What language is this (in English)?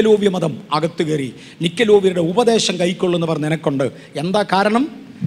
Malayalam